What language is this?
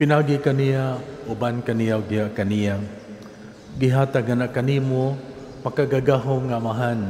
Cebuano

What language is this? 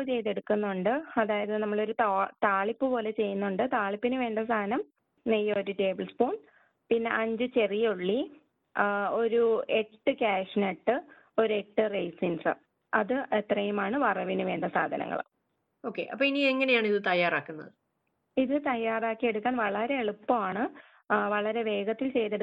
Malayalam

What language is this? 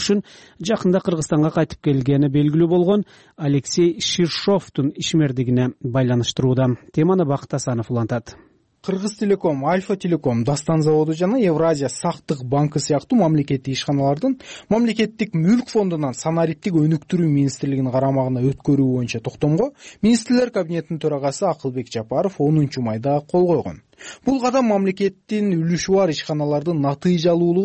Kyrgyz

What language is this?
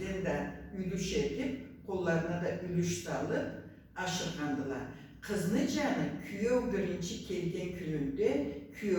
Karachay-Balkar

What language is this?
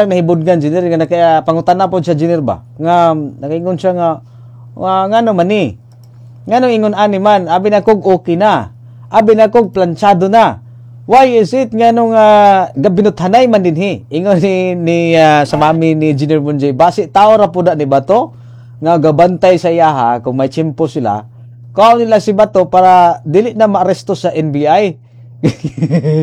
Cebuano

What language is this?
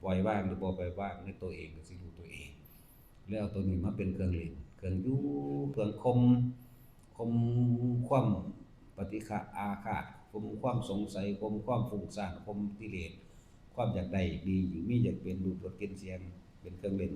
Northeastern Thai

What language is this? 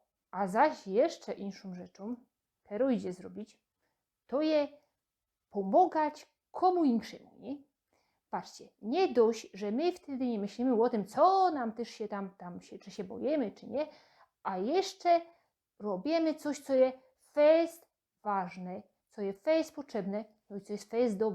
Silesian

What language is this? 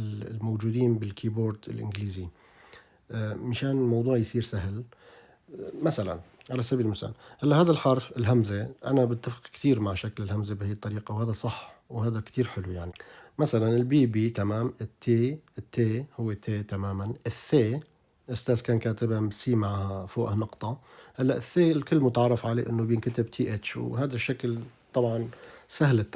North Levantine Arabic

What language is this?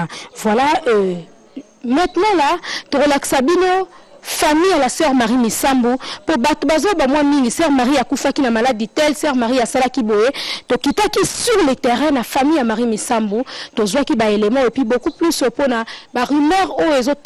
Lingala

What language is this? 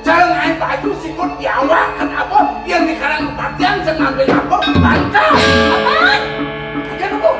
Balinese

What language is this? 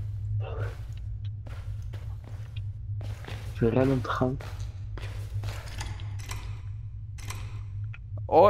Dutch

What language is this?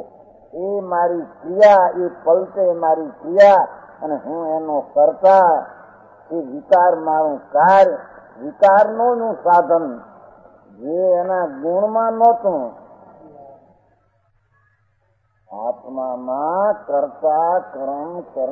Gujarati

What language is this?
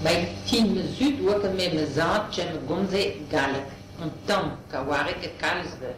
Breton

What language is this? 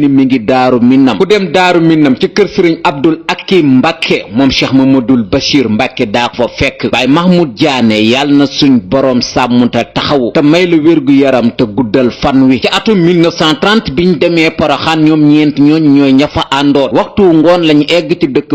Wolof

